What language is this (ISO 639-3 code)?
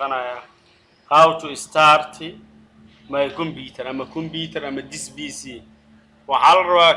som